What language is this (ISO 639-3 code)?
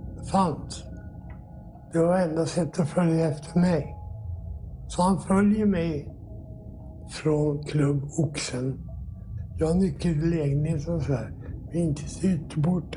swe